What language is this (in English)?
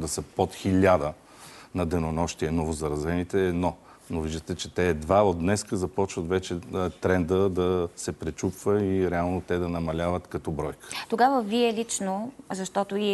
Bulgarian